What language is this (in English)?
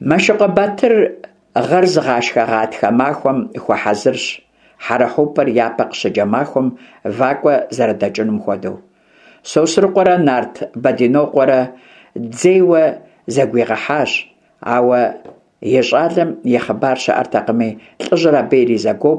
Kabardian